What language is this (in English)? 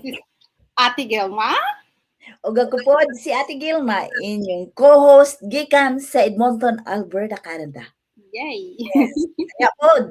Cebuano